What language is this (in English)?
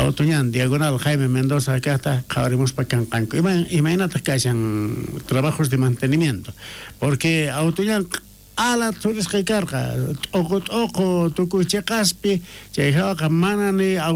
South Bolivian Quechua